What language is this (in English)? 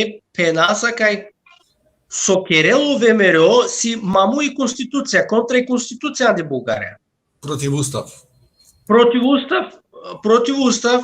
Balkan Romani